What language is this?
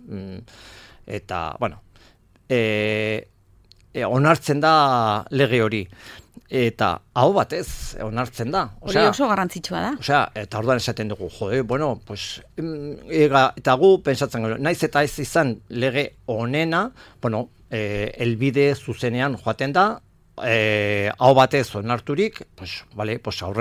Basque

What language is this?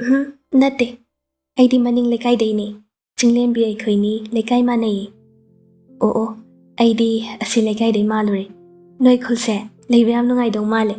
Manipuri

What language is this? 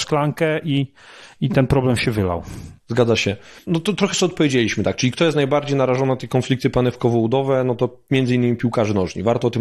Polish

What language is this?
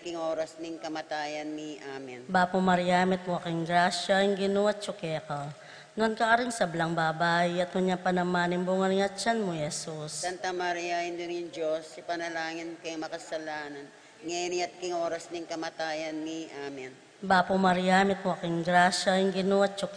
Pampanga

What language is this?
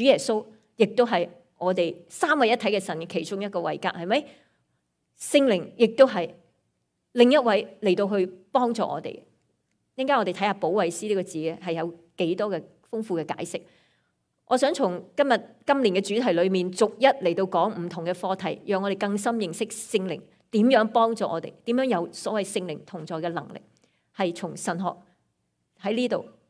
Cantonese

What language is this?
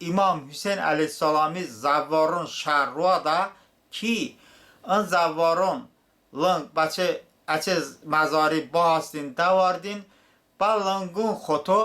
Talysh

